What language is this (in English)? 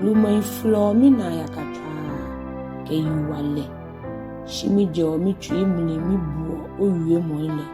Ga